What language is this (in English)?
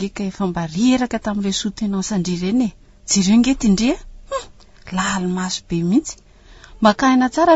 Malagasy